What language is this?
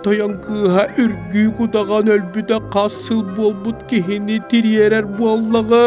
Yakut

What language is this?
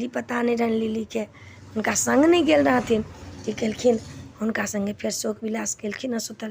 Maithili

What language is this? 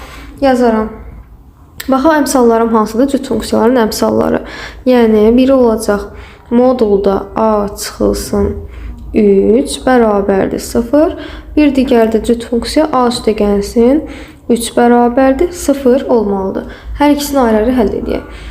Azerbaijani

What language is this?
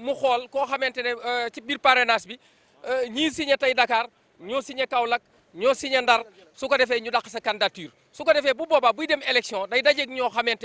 Wolof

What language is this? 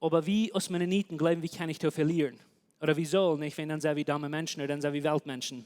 Plautdietsch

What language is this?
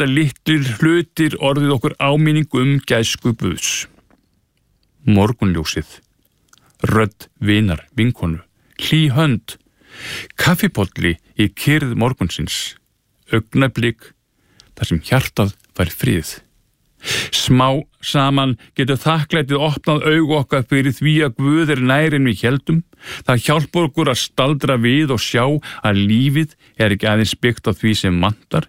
Icelandic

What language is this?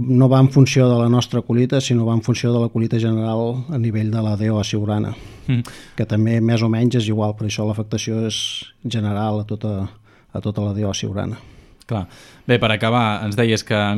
Catalan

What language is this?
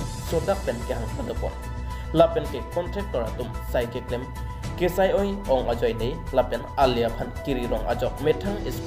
Karbi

